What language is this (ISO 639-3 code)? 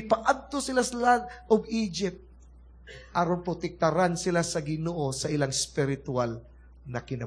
ceb